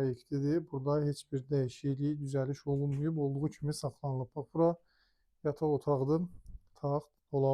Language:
Azerbaijani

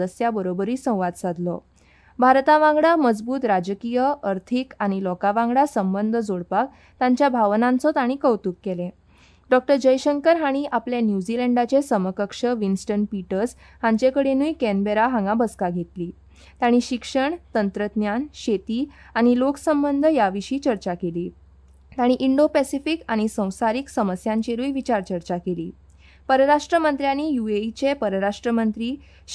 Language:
Konkani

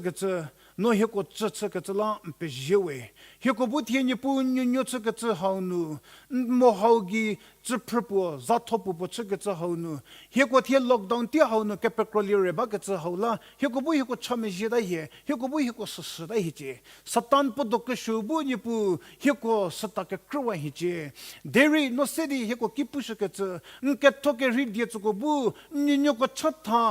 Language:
Angami Naga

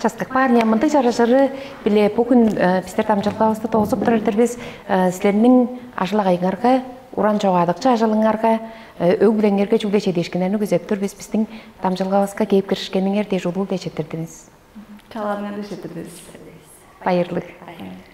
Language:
Tuvinian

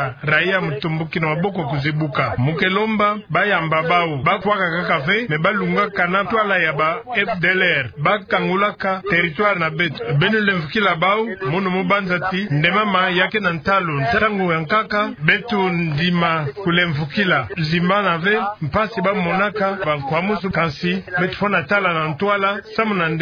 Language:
Kituba (Democratic Republic of Congo)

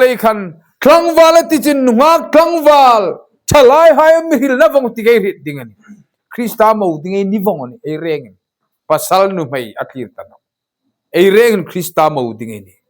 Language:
Hmar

